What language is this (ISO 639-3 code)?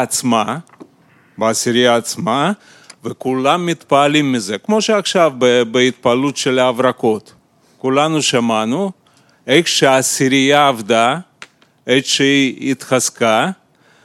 heb